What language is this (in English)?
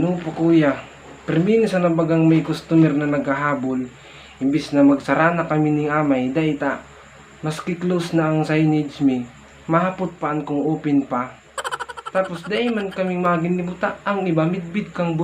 Bikol